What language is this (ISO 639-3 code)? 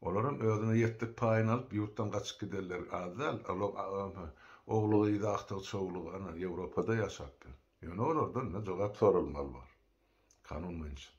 tuk